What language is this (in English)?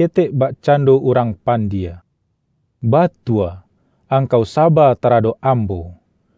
Minangkabau